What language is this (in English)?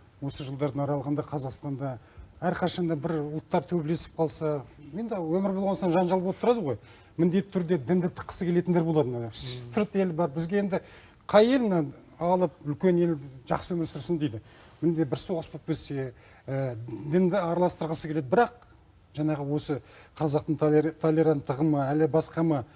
Kazakh